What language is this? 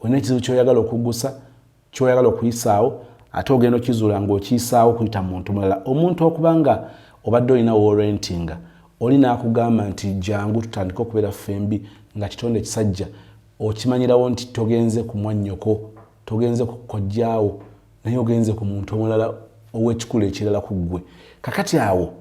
Ganda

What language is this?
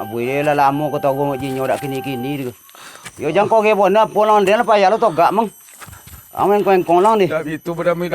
Minangkabau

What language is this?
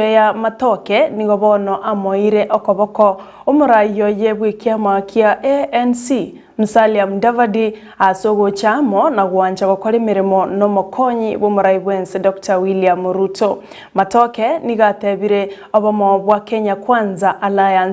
Gusii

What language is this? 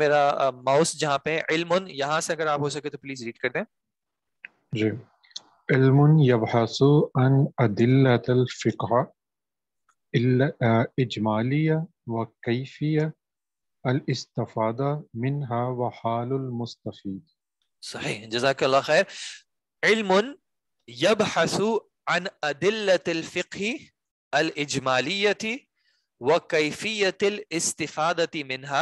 Urdu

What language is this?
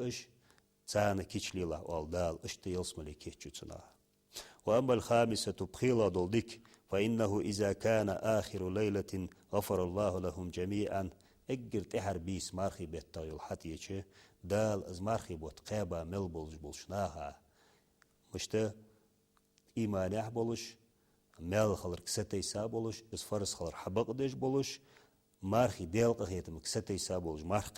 Ingush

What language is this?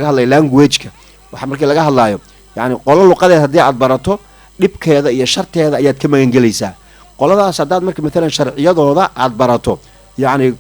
Somali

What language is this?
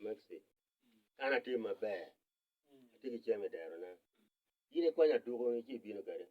Acoli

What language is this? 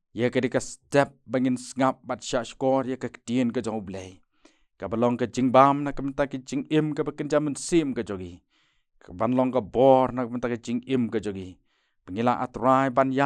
Khasi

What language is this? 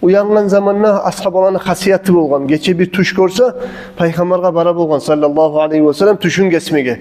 Kumyk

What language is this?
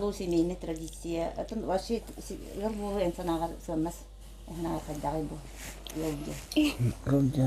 Yakut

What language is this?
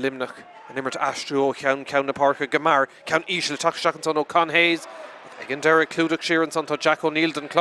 Irish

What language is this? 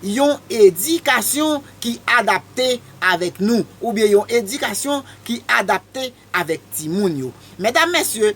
Haitian Creole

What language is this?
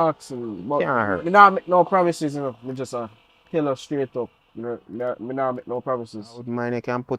Jamaican Creole English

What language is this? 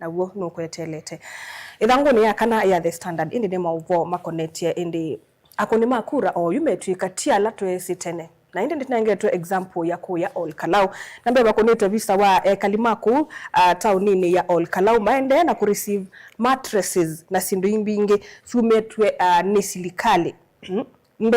Kamba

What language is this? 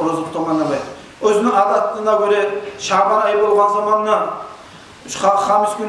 Kumyk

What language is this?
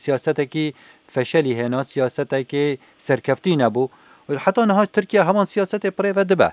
Kurdish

